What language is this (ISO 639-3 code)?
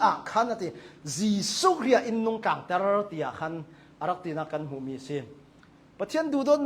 cnh